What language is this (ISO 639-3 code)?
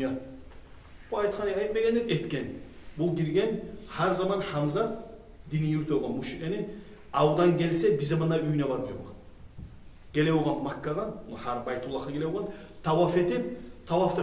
kum